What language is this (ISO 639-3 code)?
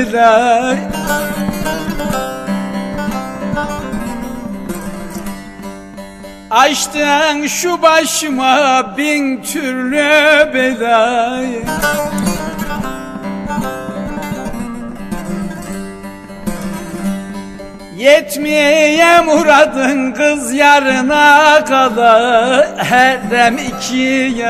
tur